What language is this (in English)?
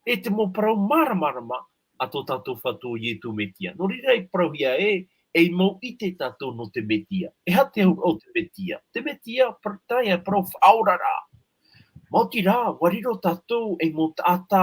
Tahitian